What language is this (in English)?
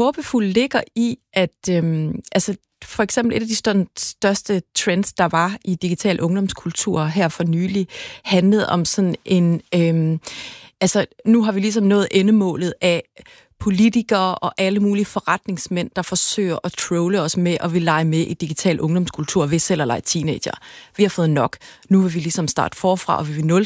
Danish